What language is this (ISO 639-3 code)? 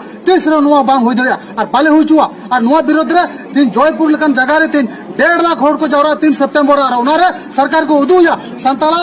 sat